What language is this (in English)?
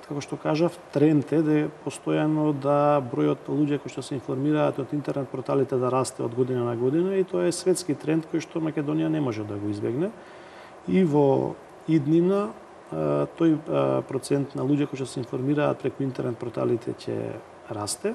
Macedonian